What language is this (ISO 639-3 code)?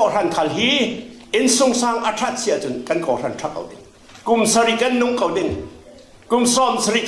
cfm